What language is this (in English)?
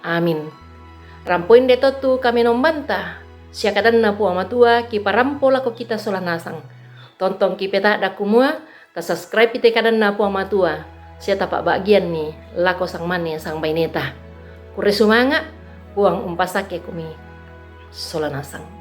Toraja-Sa'dan